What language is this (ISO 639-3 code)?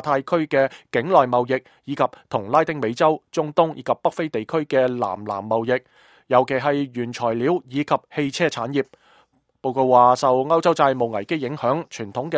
yue